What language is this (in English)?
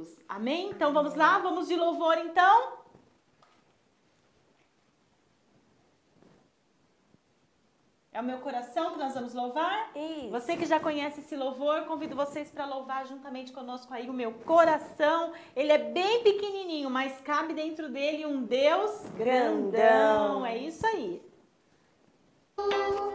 Portuguese